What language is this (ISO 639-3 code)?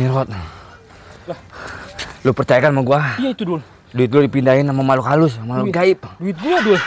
bew